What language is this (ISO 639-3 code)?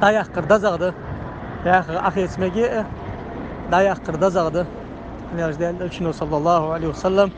inh